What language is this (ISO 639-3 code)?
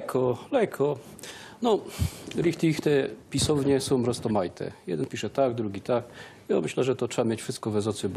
szl